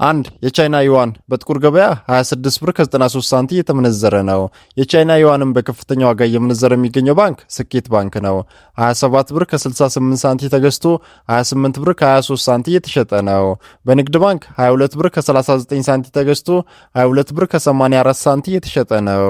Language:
Amharic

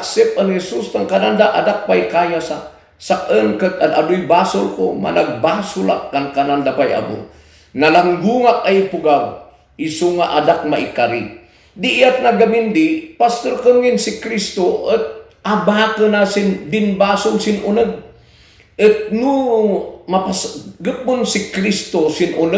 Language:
Kankanaey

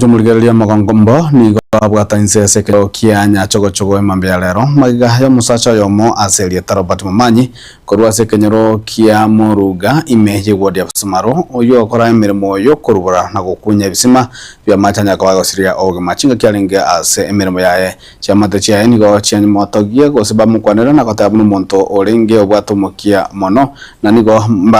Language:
Gusii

